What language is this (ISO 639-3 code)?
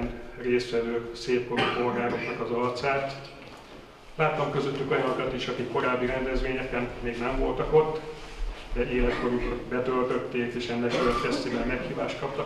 hun